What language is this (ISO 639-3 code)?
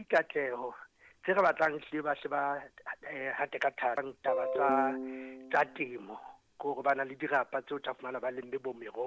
sot